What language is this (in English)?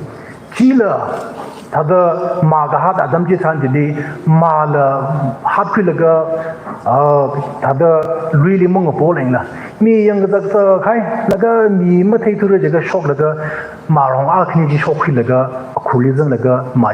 Tangkhul Naga (India)